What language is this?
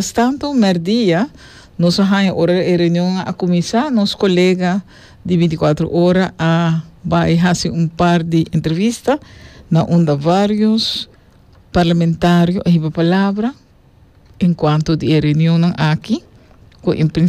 Papiamento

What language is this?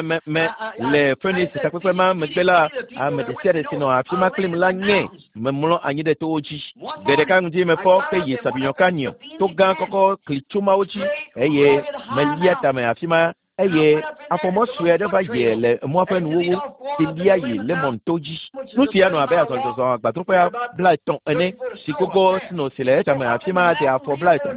Ewe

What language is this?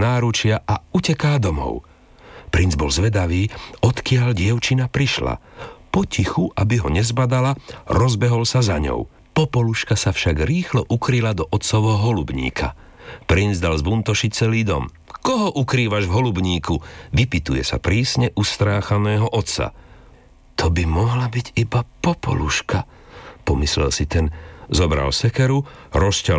Slovak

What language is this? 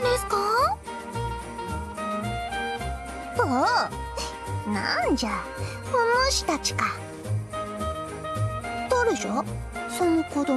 Japanese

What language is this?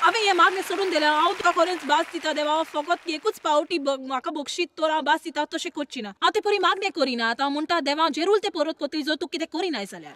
Konkani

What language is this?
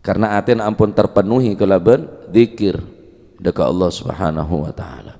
Madurese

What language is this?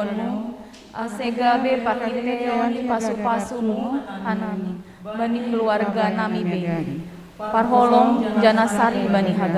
Batak Simalungun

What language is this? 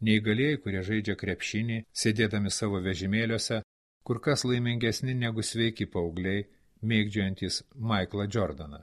Lithuanian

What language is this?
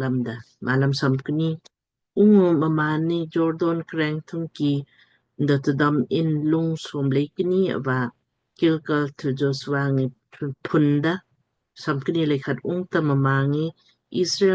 Lamkang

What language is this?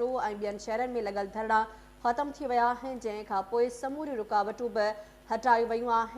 Sindhi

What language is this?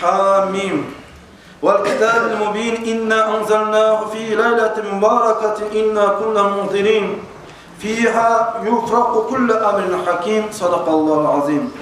Kumyk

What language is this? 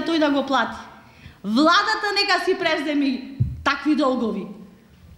Macedonian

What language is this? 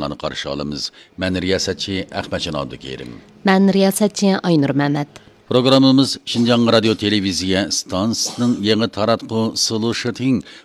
Uyghur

